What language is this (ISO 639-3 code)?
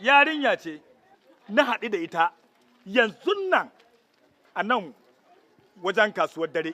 hau